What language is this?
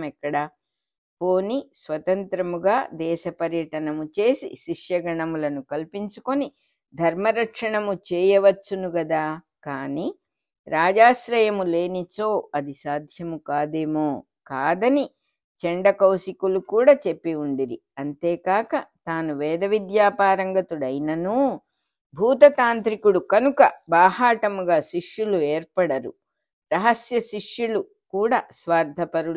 Telugu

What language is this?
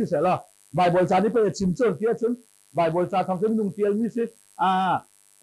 Hakha Chin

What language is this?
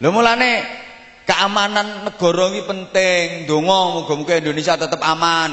Javanese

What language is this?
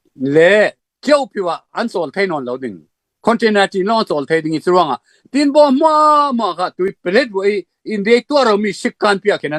Falam Chin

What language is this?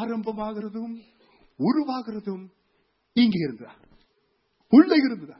Tamil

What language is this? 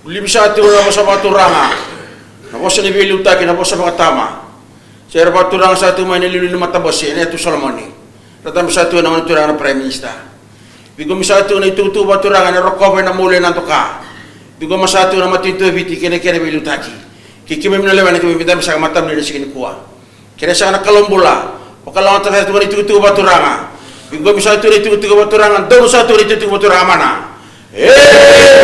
Fijian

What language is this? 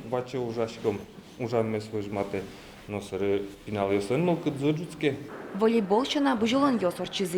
Udmurt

